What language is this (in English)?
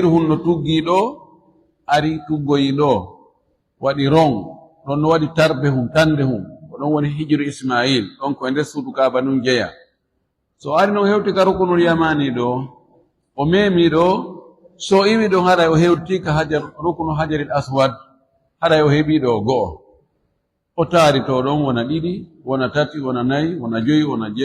Fula